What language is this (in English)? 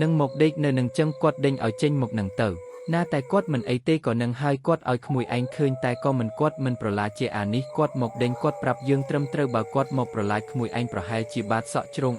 Khmer